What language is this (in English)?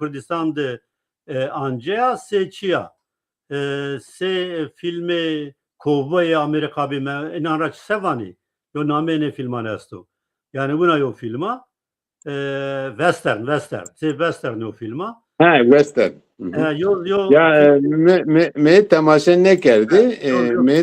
Zaza